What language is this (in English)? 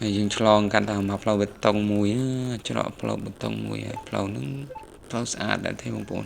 Khmer